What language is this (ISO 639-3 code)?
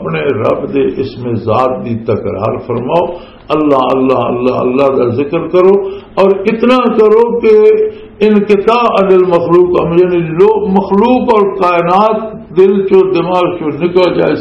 lah